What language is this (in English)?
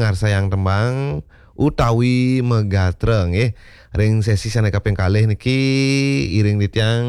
Balinese